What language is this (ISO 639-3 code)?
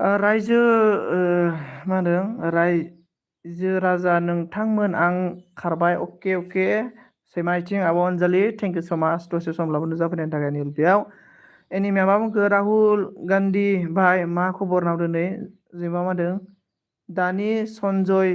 brx